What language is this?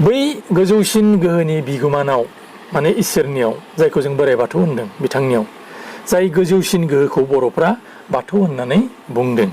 Bodo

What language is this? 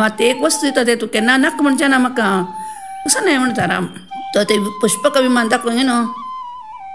Konkani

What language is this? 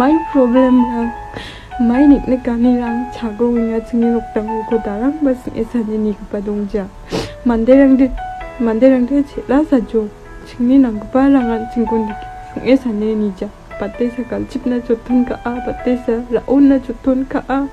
Garo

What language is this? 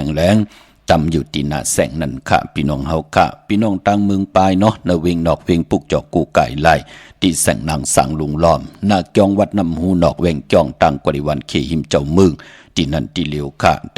Shan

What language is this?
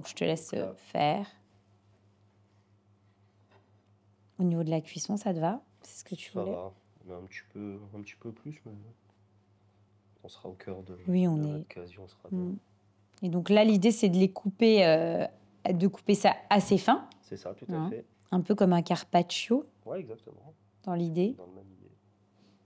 French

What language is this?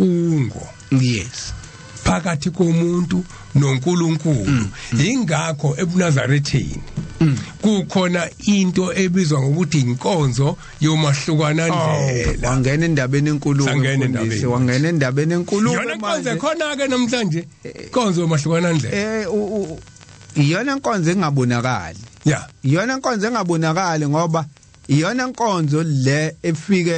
Zulu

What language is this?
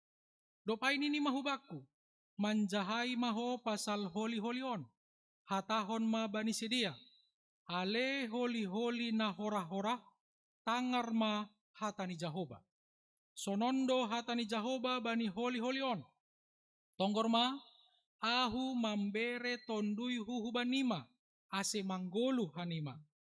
Batak Simalungun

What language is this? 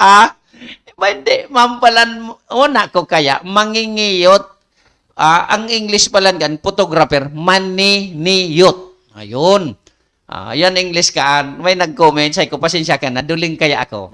Bikol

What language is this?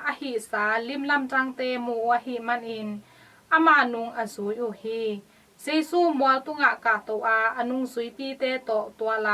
Tedim Chin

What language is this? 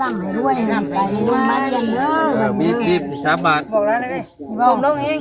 Northeastern Thai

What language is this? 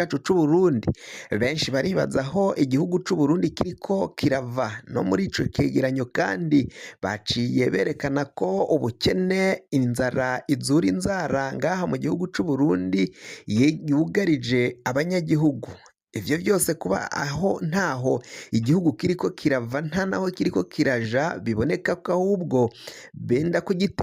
Rundi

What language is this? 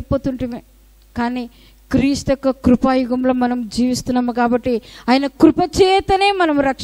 Telugu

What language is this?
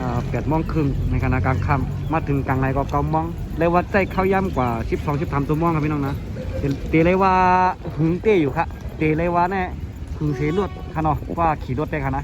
Shan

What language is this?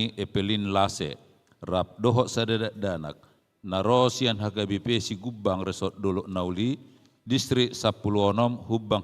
Batak Toba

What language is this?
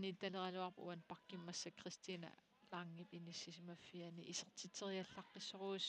Kalaallisut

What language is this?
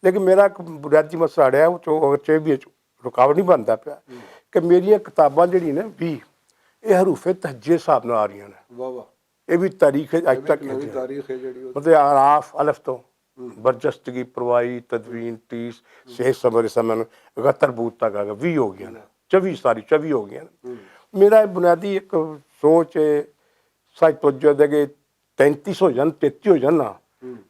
Western Panjabi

